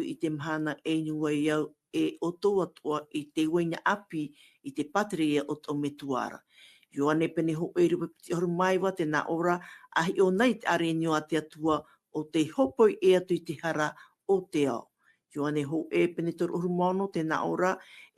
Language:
Tahitian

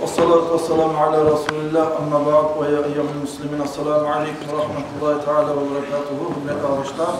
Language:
Kumyk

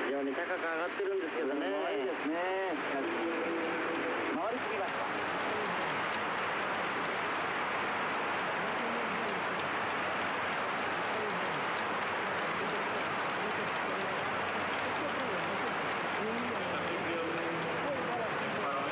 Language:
Japanese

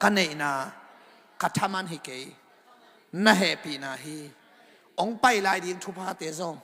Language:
Tedim Chin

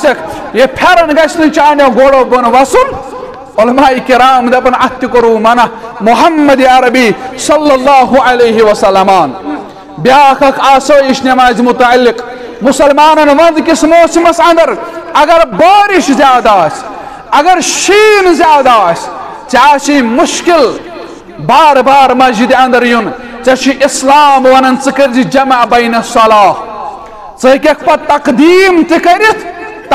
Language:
Kashmiri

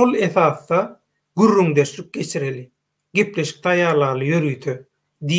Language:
Turkmen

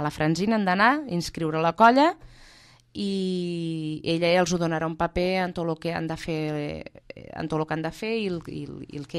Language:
Catalan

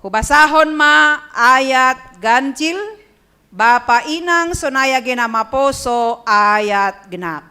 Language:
Batak Simalungun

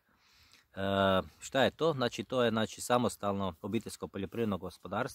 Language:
Croatian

